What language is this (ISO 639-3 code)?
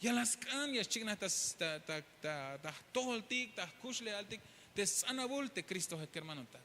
tzh